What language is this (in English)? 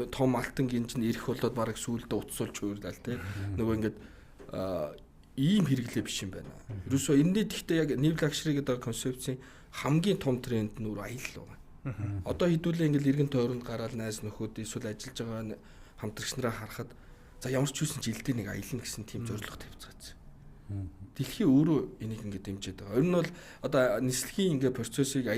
Mongolian